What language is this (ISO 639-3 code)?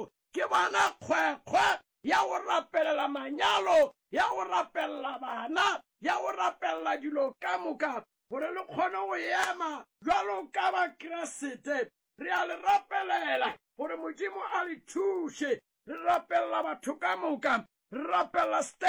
nso